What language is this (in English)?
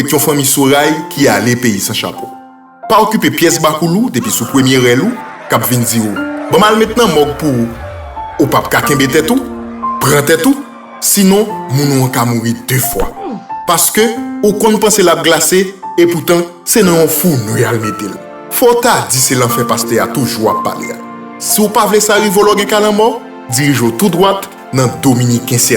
Haitian Creole